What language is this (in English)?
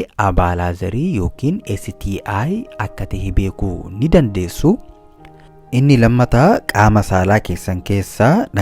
Oromo